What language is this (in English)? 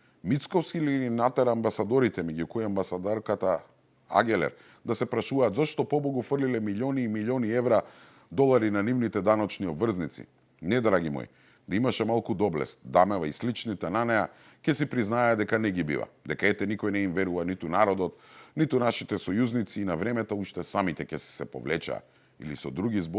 Macedonian